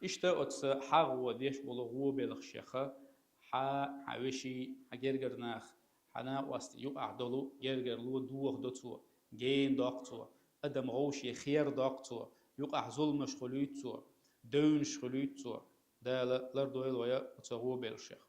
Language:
Chechen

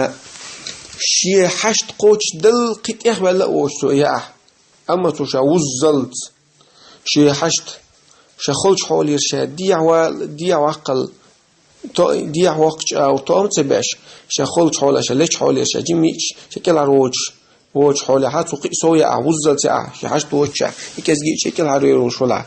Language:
Chechen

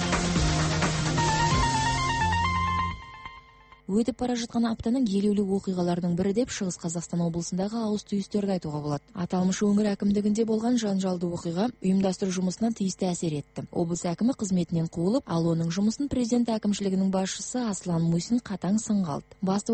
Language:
Kazakh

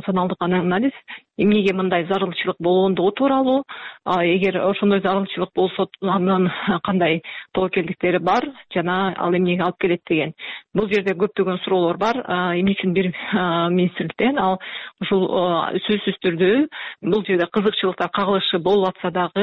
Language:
Kyrgyz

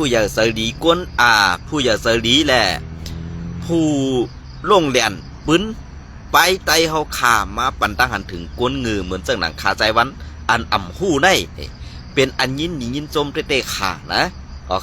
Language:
Shan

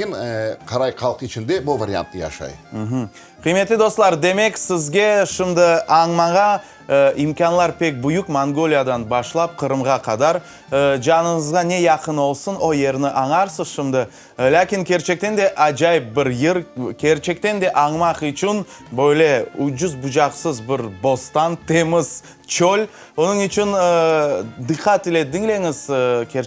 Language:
Crimean Tatar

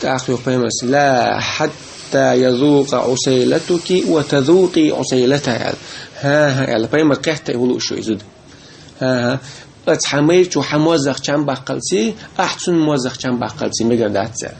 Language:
Chechen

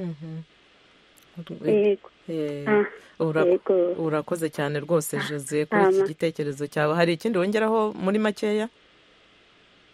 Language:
Kinyarwanda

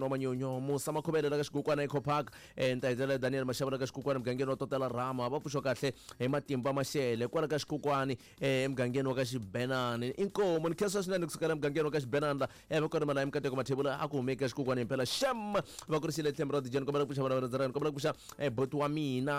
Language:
Tsonga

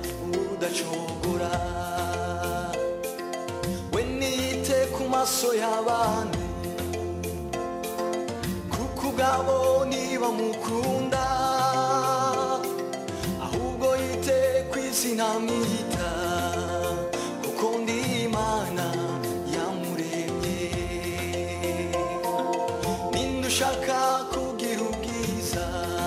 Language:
Kinyarwanda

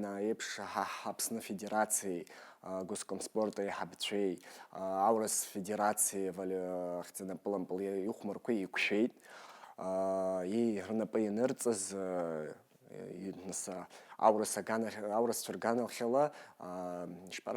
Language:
Abkhazian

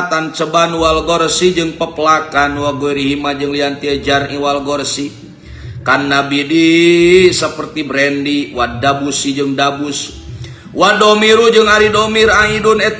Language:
Sundanese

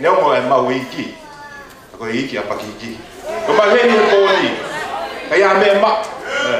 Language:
Tongan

